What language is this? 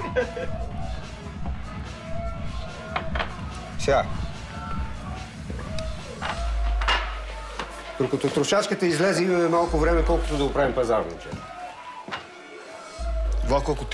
Bulgarian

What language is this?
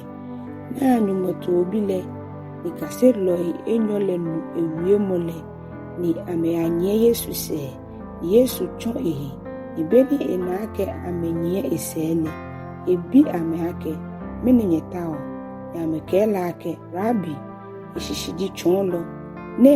Ga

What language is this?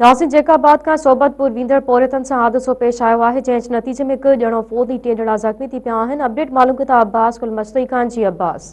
Sindhi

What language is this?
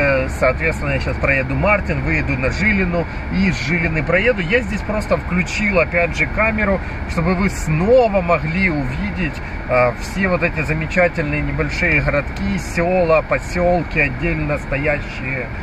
Russian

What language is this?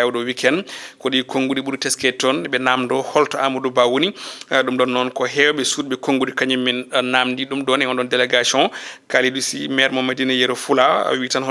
Fula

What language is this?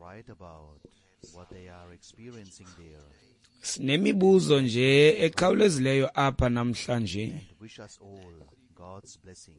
Xhosa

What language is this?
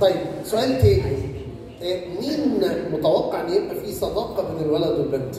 Egyptian Arabic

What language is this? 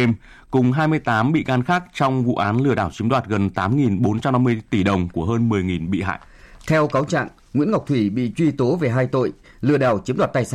Vietnamese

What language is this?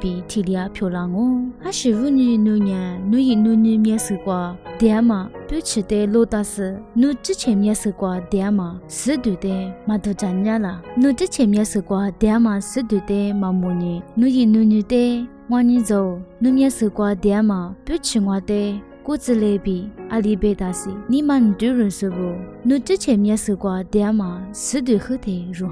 Lisu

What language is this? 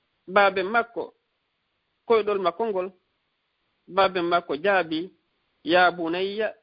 Fula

